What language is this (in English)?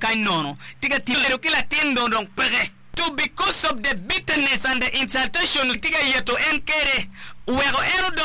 Acoli